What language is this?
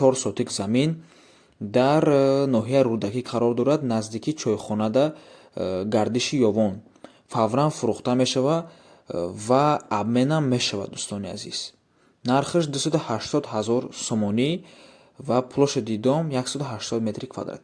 Tajik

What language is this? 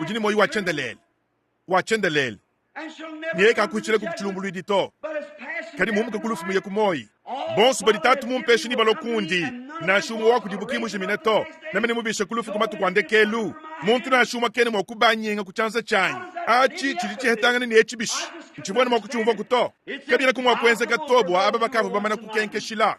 Luba-Lulua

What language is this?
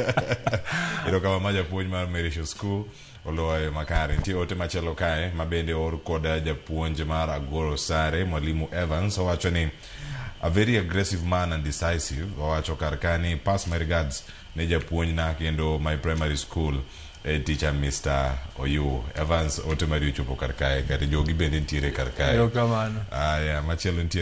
Luo (Kenya and Tanzania)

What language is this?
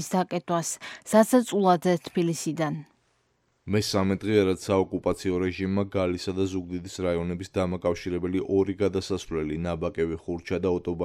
Georgian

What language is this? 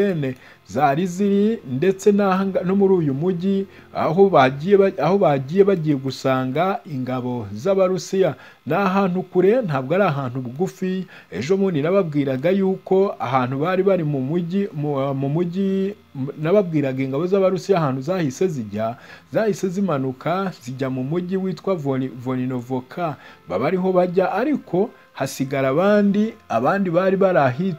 Kinyarwanda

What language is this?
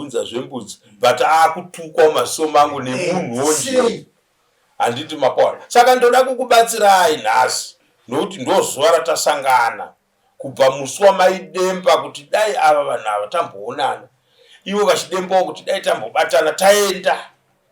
Shona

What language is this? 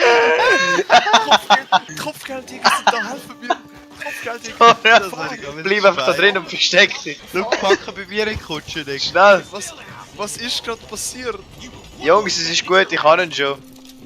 Swiss German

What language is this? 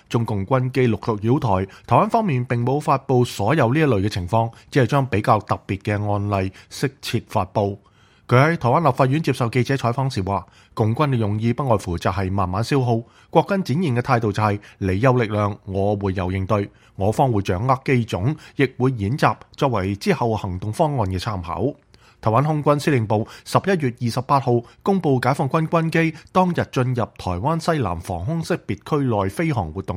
Cantonese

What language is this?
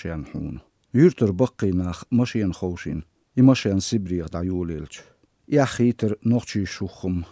Chechen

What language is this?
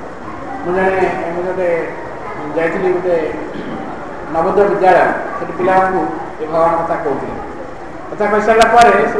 Odia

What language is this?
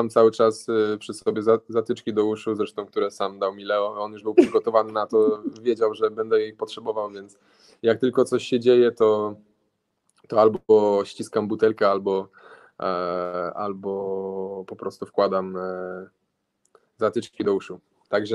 Polish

